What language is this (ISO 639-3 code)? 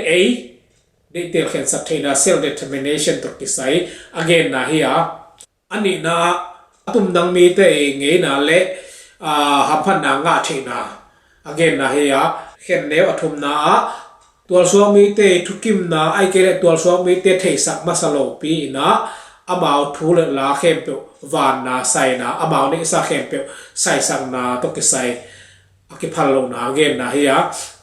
ctd